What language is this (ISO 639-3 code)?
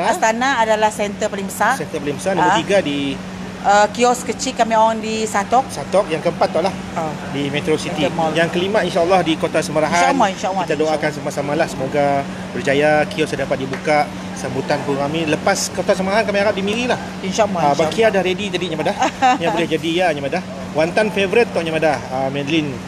msa